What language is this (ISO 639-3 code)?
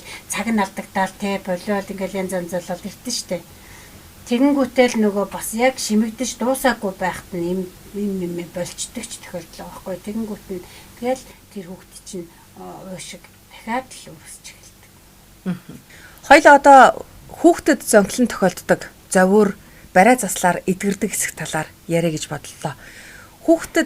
mon